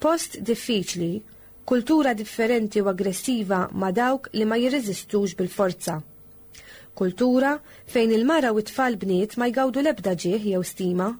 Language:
Maltese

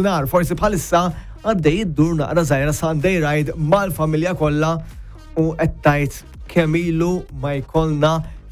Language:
Maltese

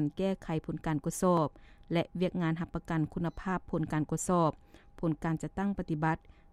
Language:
Lao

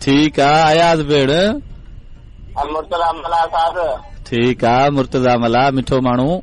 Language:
Sindhi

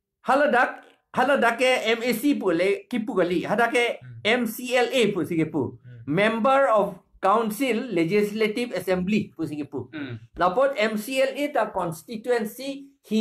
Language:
Karbi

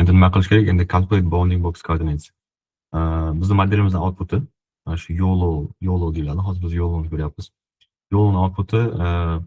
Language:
Uzbek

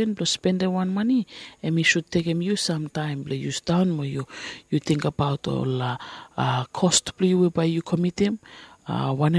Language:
Bislama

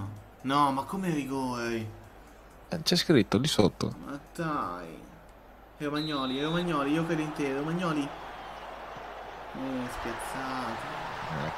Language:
Italian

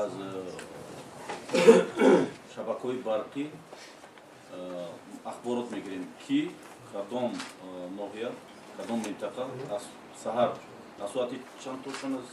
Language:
Tajik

